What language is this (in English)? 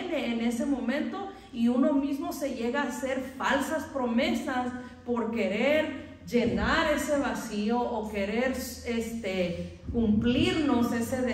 Spanish